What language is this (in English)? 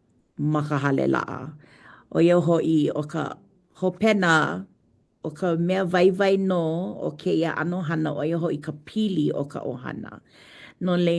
Hawaiian